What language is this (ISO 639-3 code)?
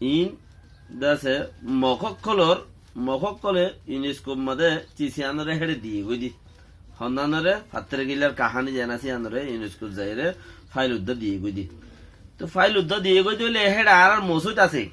rhg